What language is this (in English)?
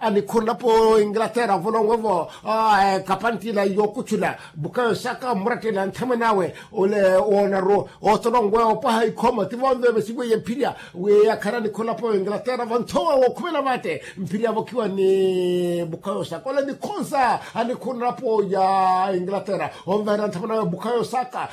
Makhuwa